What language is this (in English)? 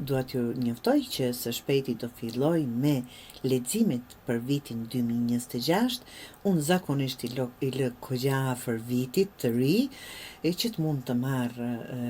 Albanian